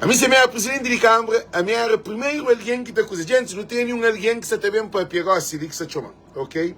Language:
Kabuverdianu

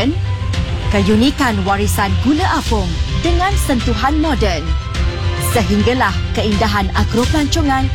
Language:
Malay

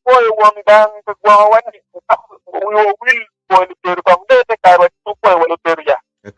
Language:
Acoli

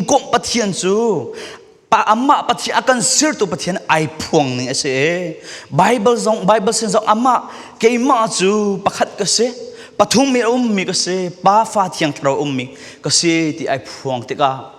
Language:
Falam Chin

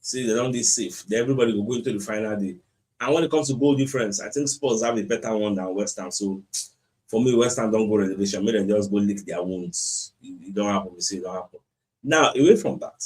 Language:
Nigerian Pidgin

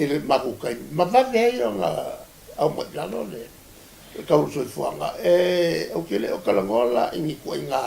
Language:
Samoan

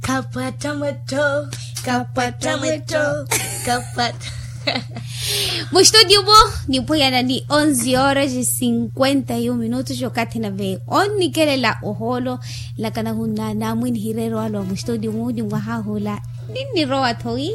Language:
Makhuwa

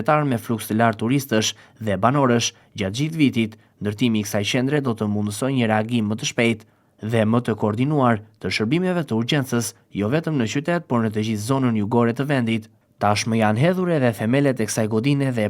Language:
Albanian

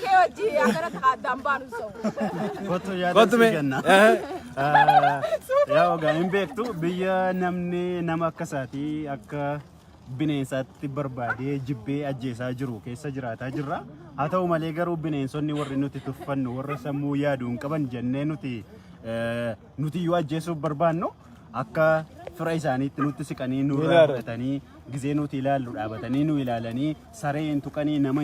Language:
Oromo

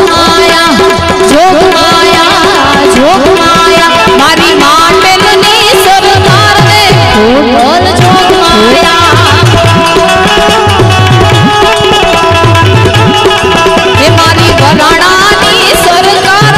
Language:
Gujarati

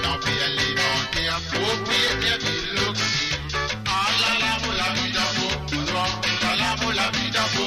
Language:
Morisyen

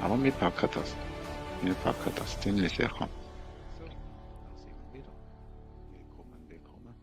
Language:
Swiss German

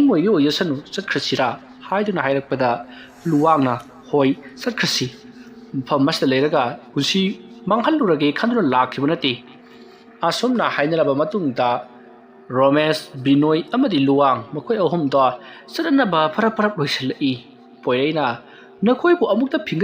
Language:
Manipuri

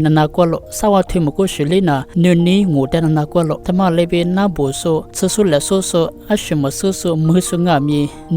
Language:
Lisu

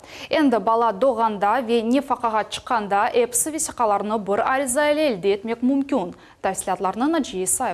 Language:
Crimean Tatar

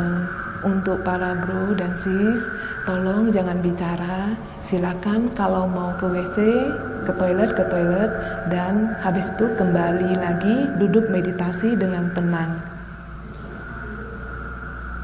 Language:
Indonesian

